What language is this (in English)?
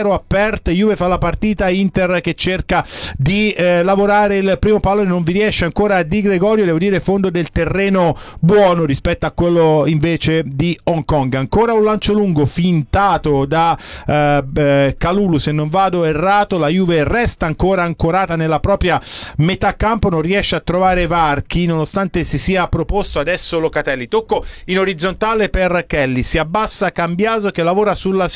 Italian